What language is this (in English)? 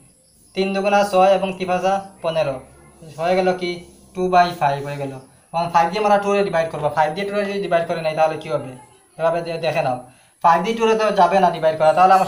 Bangla